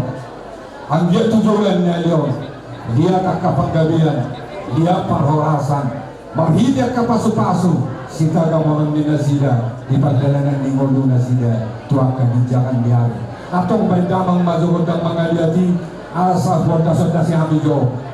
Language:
Batak Toba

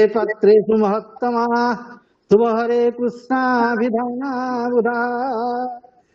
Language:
Sanskrit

